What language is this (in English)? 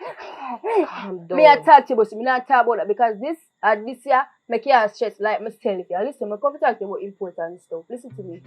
Jamaican Creole English